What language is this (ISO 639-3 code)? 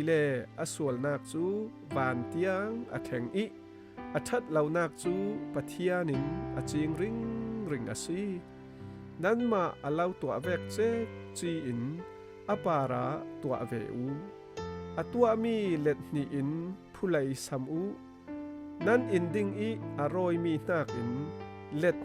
cfm